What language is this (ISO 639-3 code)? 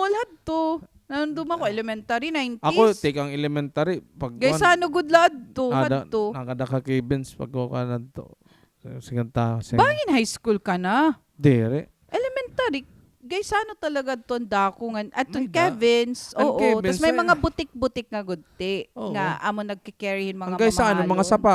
war